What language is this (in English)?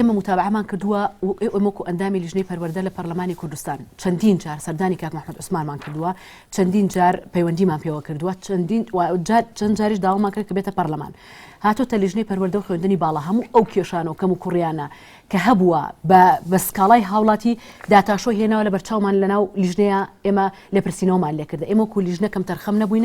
Central Kurdish